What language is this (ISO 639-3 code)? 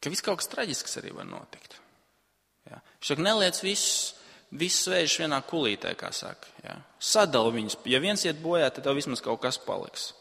lav